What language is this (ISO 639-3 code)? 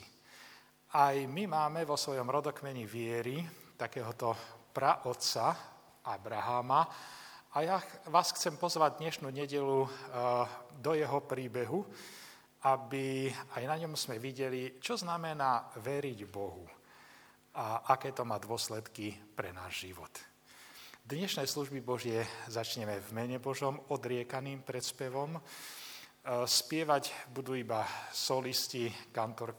slk